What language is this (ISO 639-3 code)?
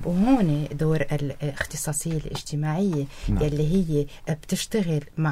apc